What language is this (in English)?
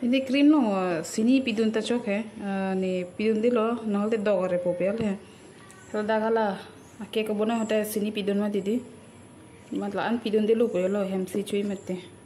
Karbi